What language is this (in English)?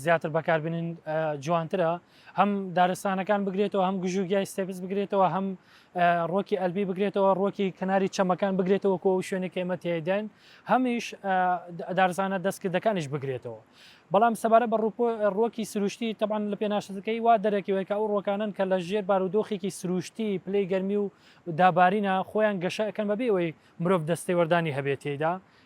Central Kurdish